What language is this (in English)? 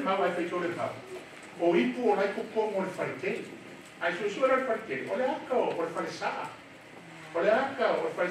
Samoan